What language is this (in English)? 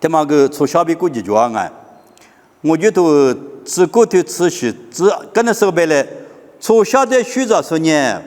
Lisu